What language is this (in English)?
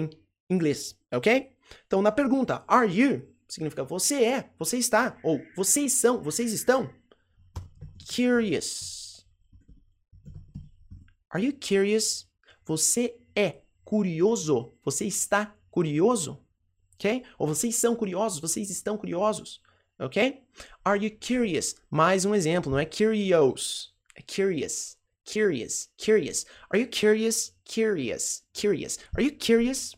Portuguese